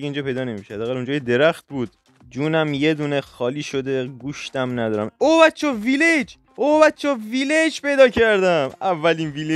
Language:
Persian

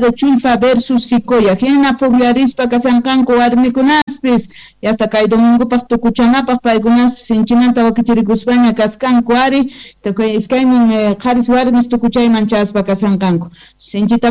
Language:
South Bolivian Quechua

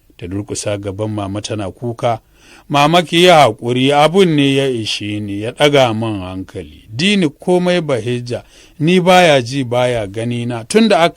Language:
Hausa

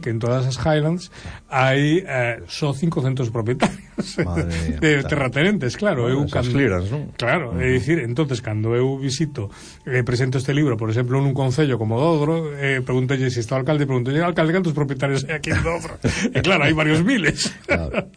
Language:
Galician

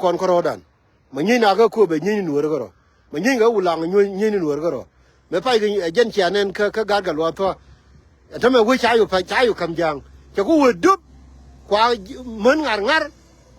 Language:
Nuer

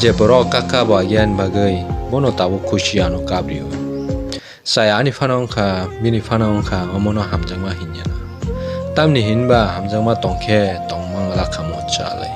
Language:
Kok Borok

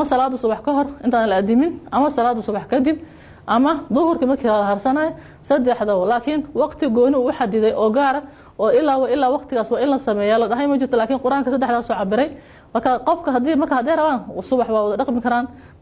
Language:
Somali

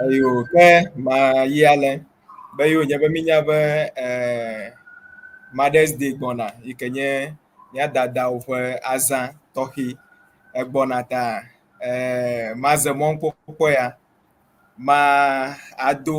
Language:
Ewe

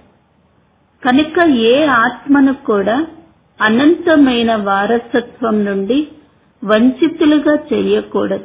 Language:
Telugu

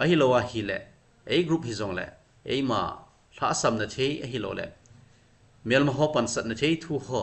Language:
Thado Chin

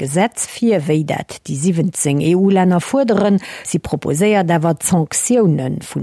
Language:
Luxembourgish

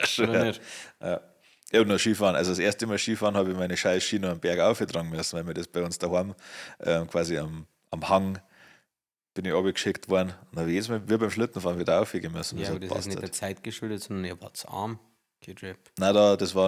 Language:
Bavarian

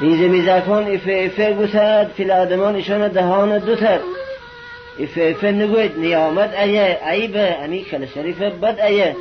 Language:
Gilaki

